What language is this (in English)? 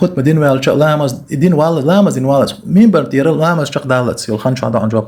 Chechen